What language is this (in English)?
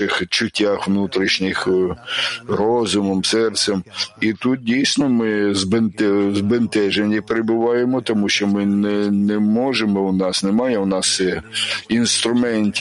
Ukrainian